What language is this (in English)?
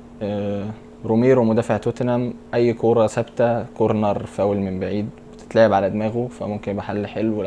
Egyptian Arabic